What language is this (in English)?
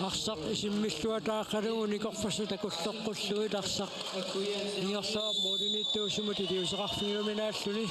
Kalaallisut